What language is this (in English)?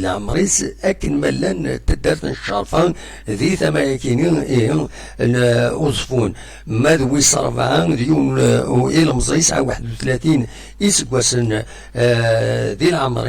Kabyle